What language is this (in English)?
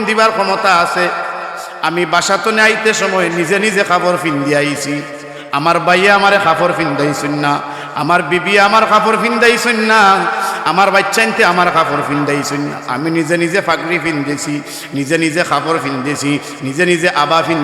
Sylheti